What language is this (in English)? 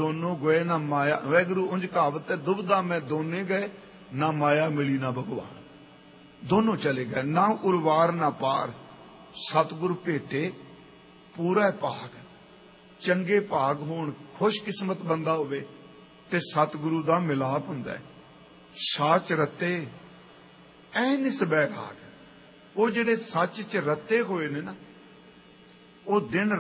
Punjabi